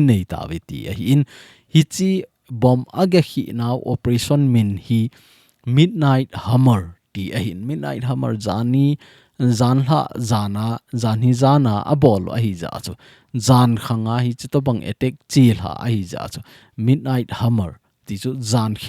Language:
Thado Chin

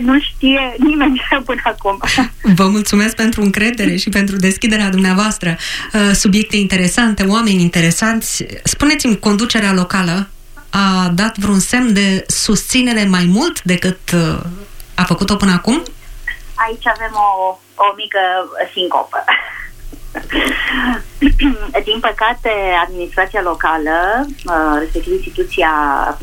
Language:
Romanian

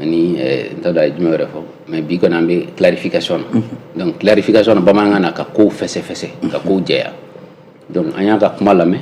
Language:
Bambara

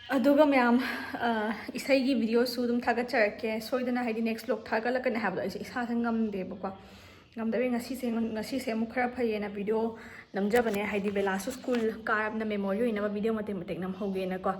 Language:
Manipuri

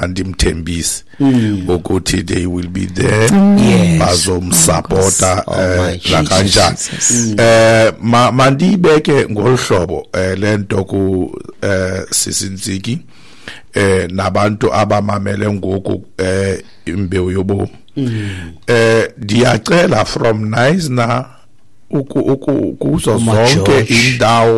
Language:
Xhosa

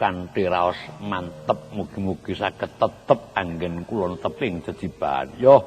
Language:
Javanese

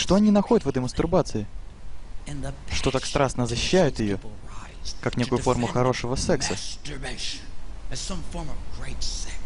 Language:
Russian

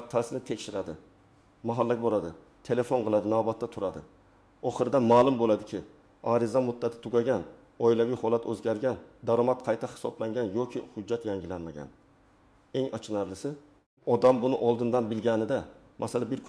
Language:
Uzbek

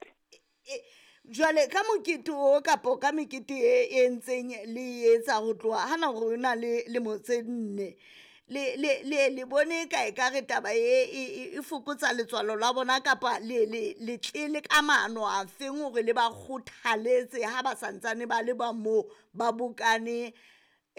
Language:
Southern Sotho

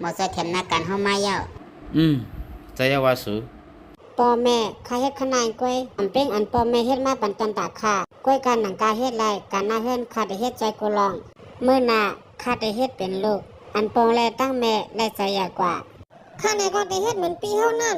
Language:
Shan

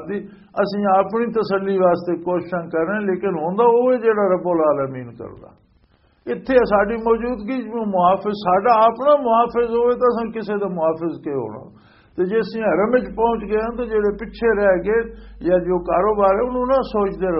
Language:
Western Panjabi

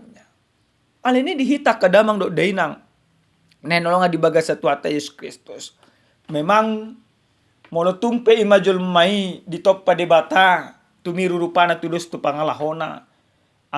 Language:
Batak Toba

